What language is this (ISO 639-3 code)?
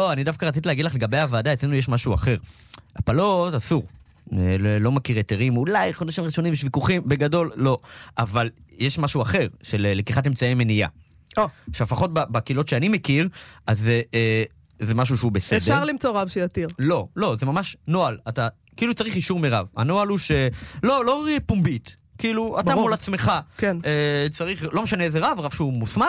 heb